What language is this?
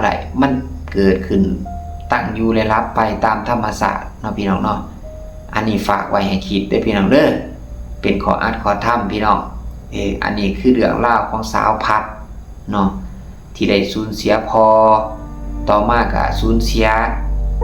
Lao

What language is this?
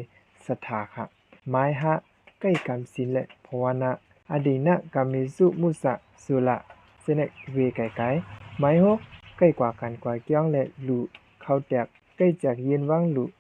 Shan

